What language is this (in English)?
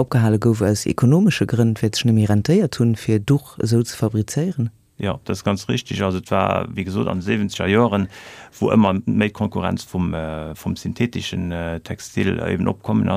Luxembourgish